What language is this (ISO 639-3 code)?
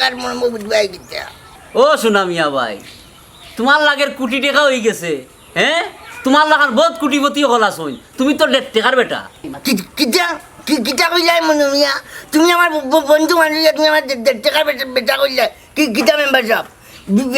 syl